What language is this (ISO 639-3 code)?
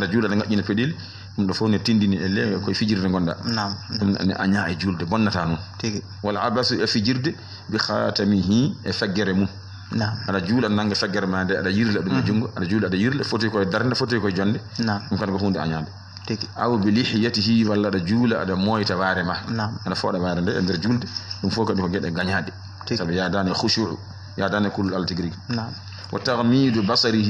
ful